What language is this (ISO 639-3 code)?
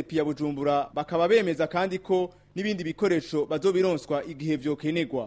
run